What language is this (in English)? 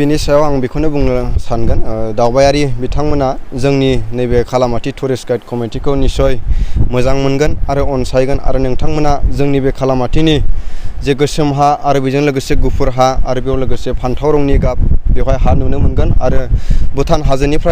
Bodo